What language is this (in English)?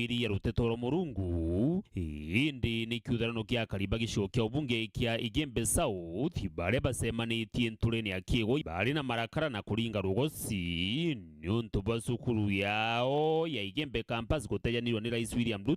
Meru